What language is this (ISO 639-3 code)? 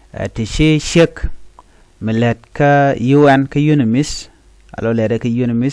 nus